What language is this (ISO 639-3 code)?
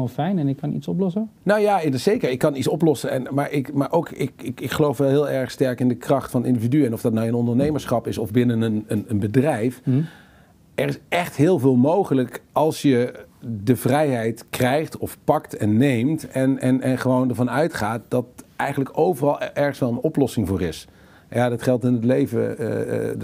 nld